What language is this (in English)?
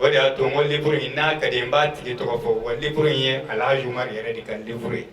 Bambara